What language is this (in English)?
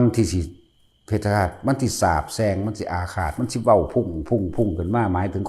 Northeastern Thai